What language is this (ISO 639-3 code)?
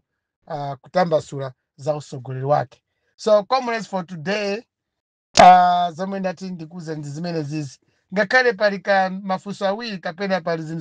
nya